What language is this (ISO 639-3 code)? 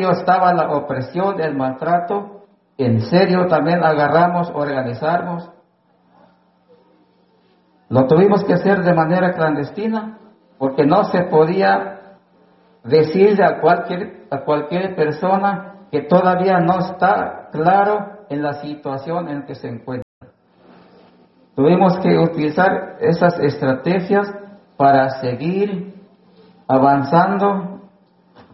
spa